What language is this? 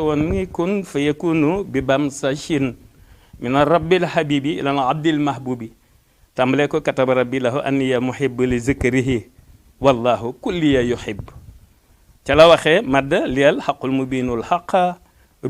Wolof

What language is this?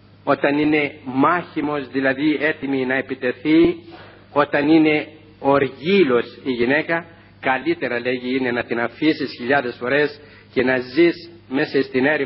Greek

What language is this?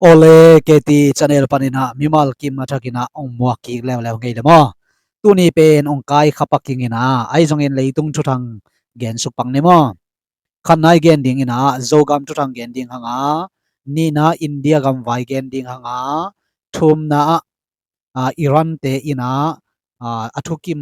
Tedim Chin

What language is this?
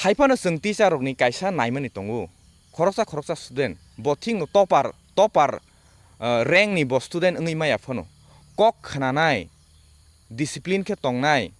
Kok Borok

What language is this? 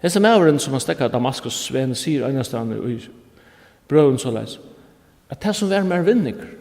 Faroese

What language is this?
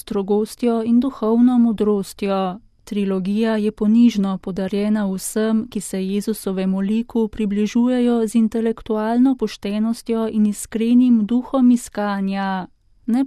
Slovenian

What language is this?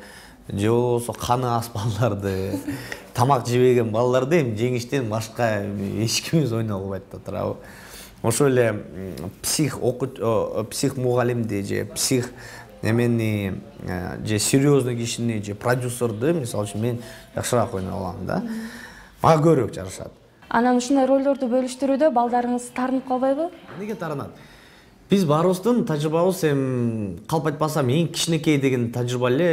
Kyrgyz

